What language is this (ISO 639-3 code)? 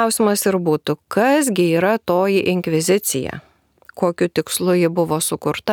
lit